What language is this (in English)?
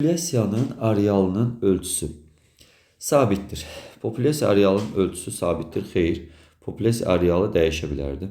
Azerbaijani